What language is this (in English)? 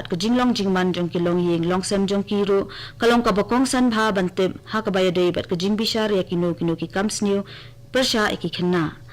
Khasi